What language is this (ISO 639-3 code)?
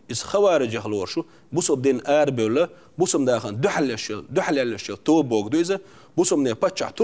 che